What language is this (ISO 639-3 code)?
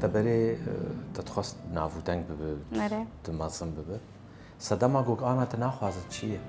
kur